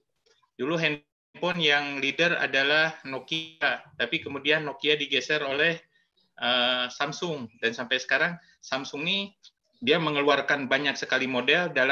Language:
Indonesian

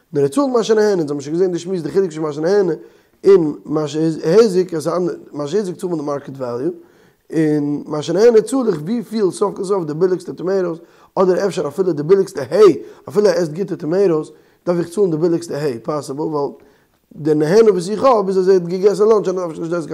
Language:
Yiddish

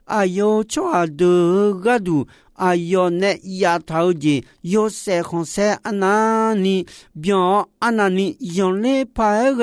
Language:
Akha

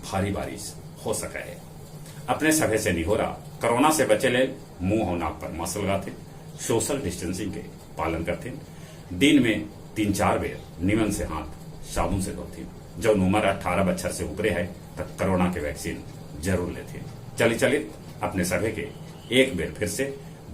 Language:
Magahi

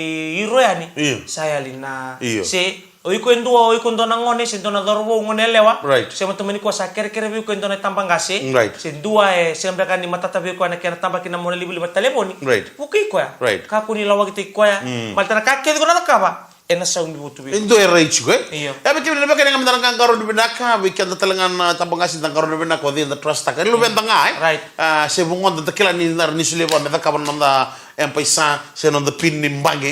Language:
Fijian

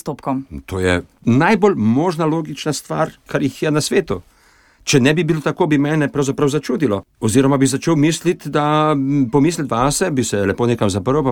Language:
Slovenian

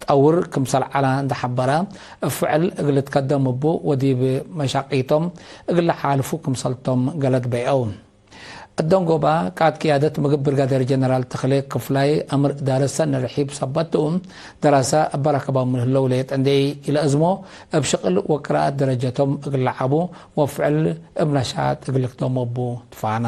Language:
Tigre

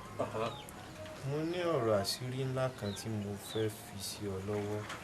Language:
Yoruba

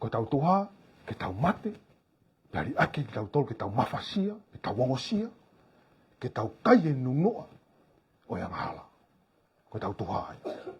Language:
Tongan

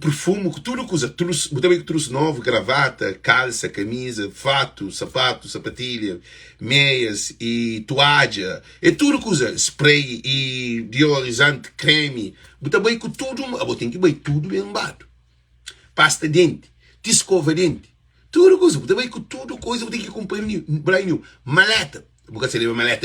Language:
Kabuverdianu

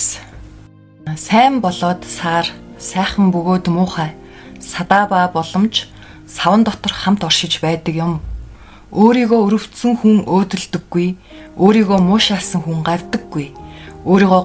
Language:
Mongolian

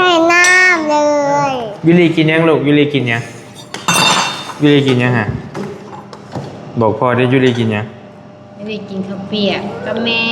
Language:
Northeastern Thai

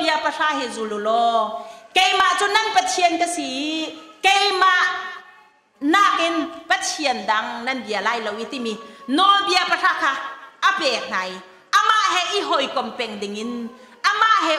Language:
Hakha Chin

